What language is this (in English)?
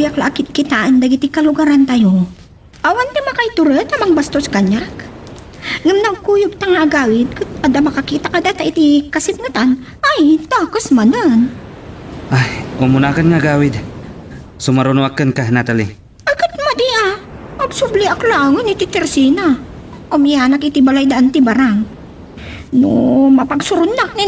Iloko